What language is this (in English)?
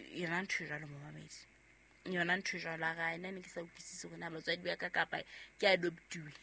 Southern Sotho